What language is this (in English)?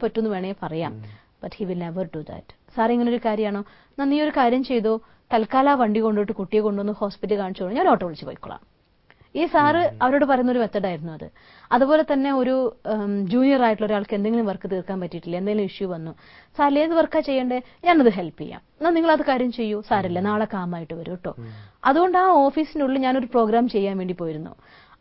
Malayalam